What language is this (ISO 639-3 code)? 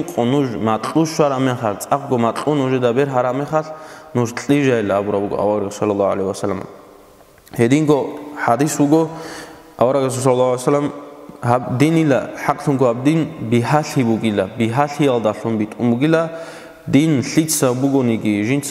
ava